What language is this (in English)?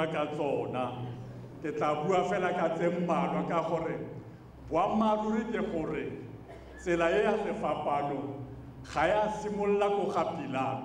Tswana